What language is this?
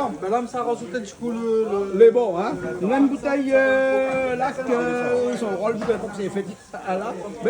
Réunion Creole French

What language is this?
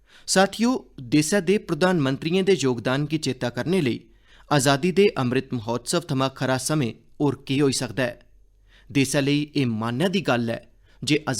Dogri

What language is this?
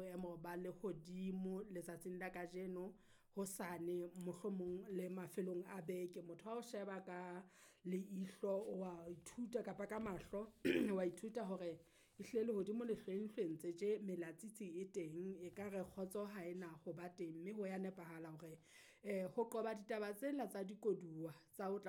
Southern Sotho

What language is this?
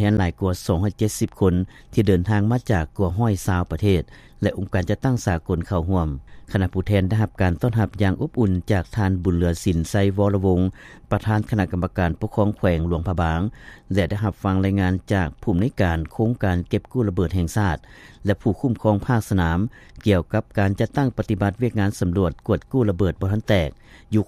Lao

